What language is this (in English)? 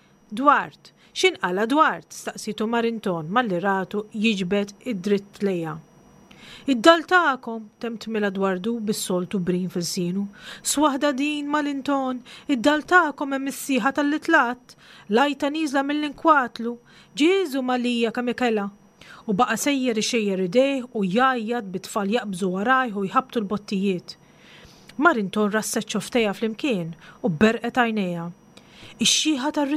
Maltese